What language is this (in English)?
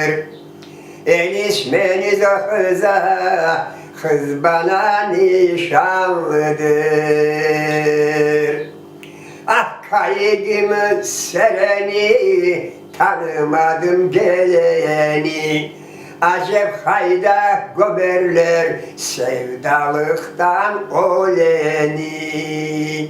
Crimean Tatar